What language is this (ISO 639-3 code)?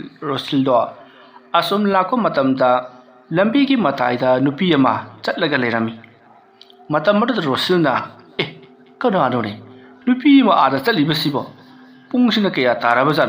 mni